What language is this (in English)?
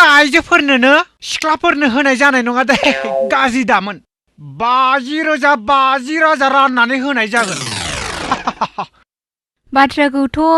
Bodo